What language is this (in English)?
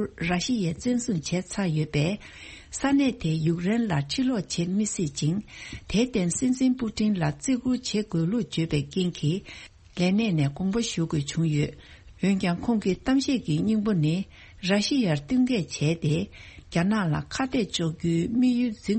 Tibetan